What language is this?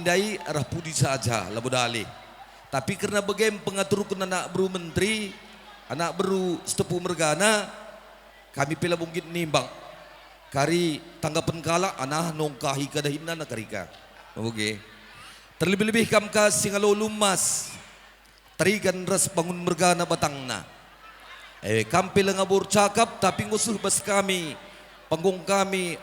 Batak Karo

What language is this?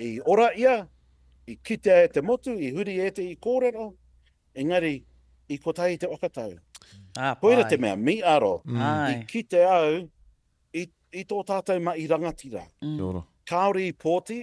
Māori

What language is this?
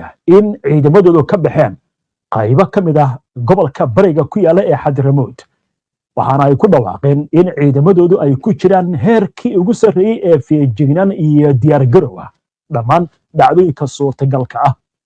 Somali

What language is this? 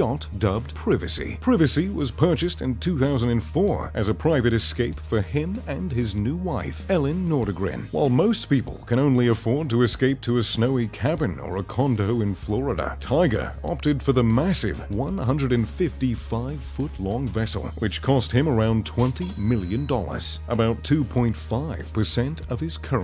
English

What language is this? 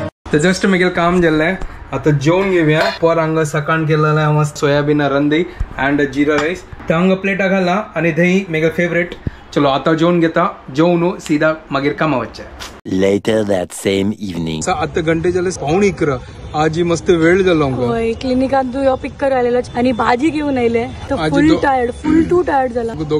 Konkani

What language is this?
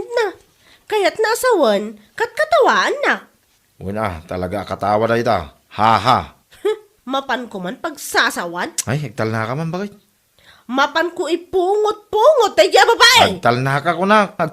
Iloko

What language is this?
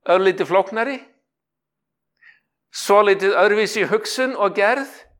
Icelandic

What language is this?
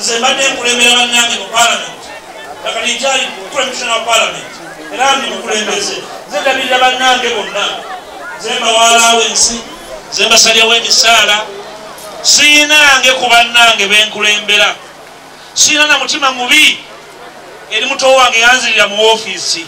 Ganda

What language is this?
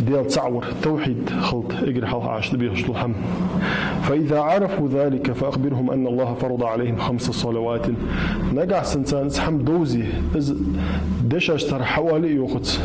Ingush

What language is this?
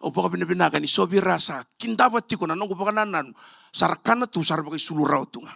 Fijian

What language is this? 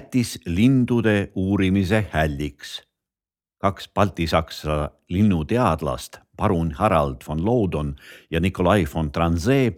Estonian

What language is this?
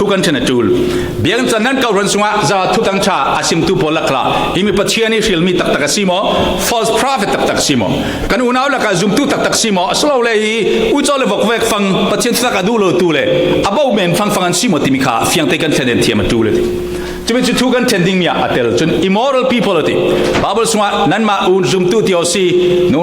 Falam Chin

